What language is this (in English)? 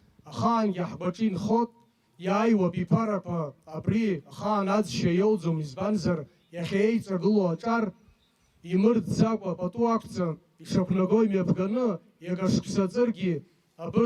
Abkhazian